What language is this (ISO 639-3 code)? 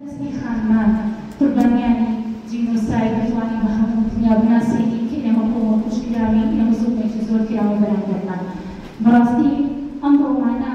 ckb